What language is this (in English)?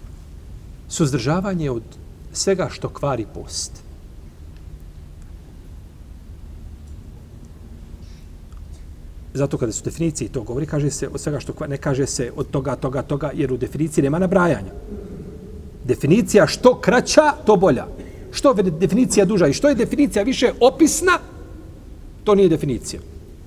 Bosnian